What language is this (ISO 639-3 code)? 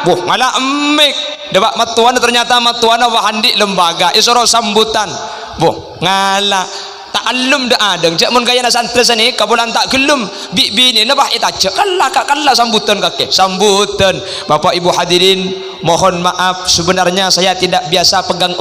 mad